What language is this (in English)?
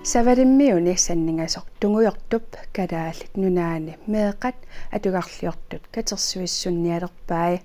Kalaallisut